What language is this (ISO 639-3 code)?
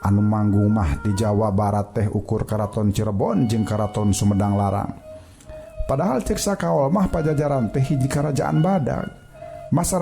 sun